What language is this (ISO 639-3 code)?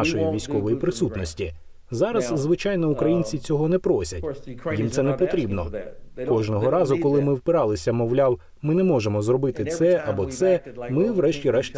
ukr